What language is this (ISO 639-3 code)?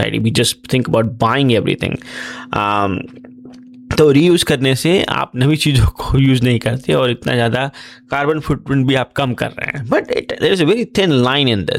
hin